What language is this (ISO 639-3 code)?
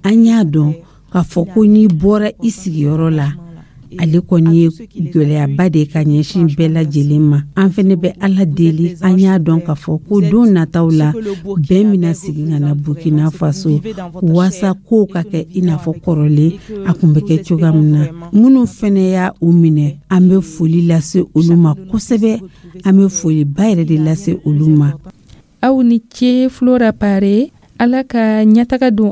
dyu